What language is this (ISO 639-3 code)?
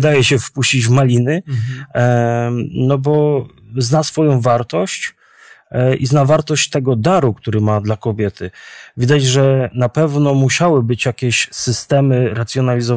pol